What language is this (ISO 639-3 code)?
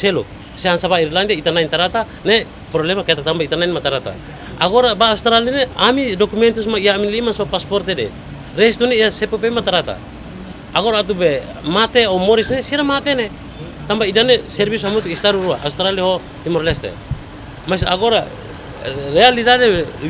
tet